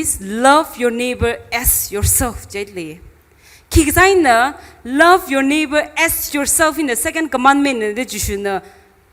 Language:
Tangkhul Naga (India)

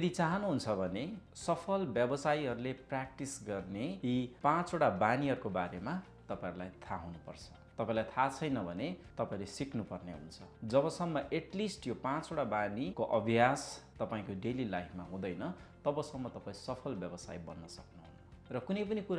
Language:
Nepali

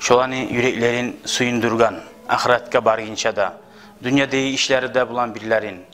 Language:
Kumyk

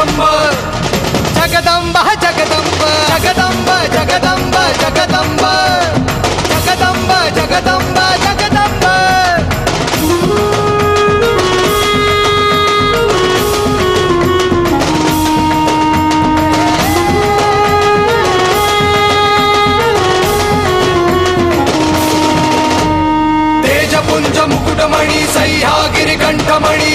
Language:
Marathi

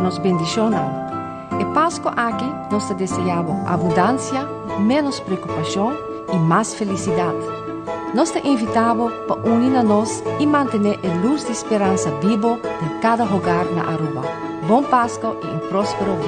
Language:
Papiamento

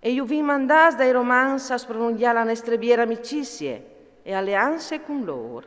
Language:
Friulian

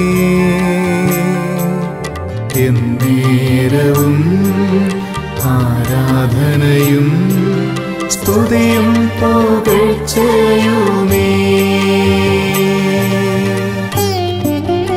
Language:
Malayalam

